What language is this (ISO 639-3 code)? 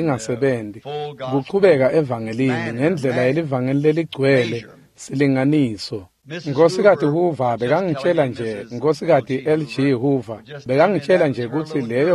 ssw